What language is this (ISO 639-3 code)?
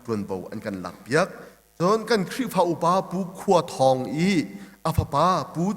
cnh